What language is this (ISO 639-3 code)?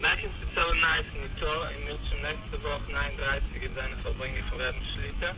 yid